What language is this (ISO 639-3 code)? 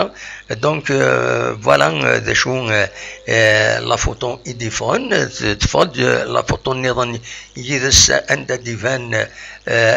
kab